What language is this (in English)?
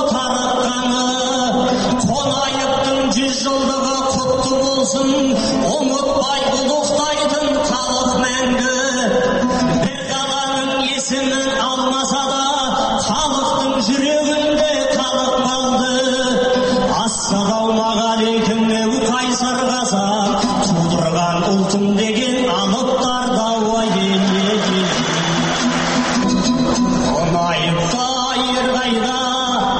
Kazakh